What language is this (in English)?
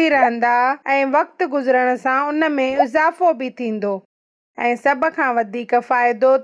Sindhi